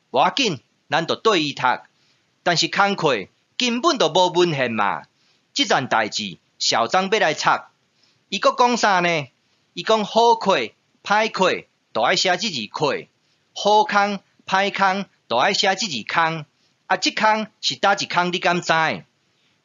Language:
Min Nan Chinese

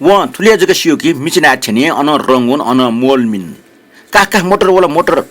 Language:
Newari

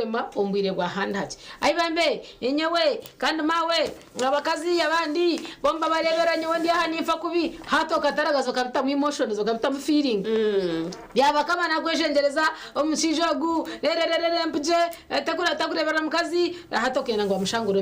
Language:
Nyankole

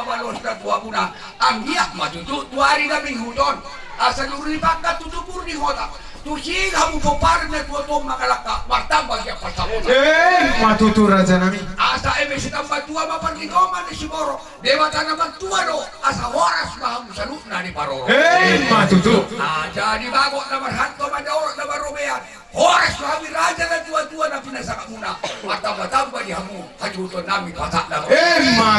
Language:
Batak Toba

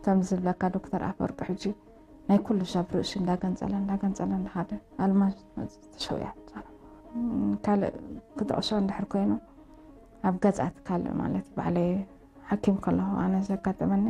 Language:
Tigrinya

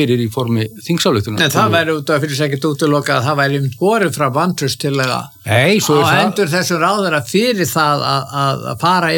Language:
Icelandic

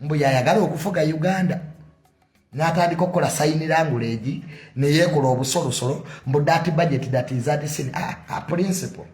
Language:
Ganda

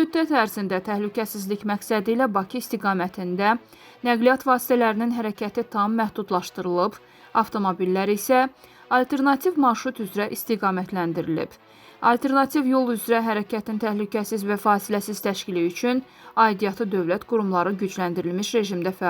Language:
Azerbaijani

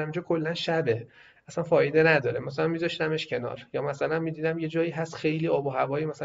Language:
Persian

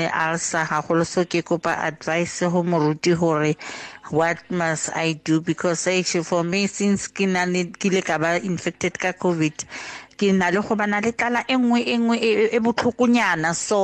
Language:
English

